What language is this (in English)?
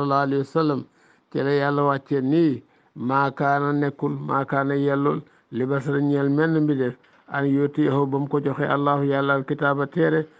Wolof